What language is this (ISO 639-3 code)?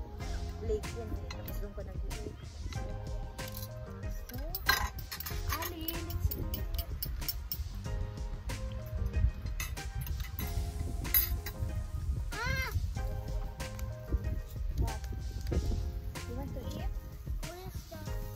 fil